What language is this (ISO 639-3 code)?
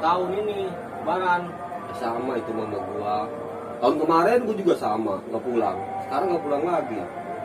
bew